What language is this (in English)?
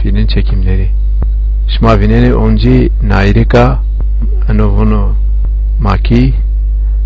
Zaza